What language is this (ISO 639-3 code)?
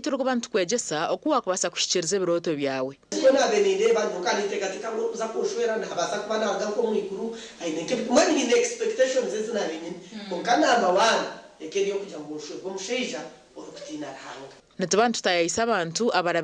nyn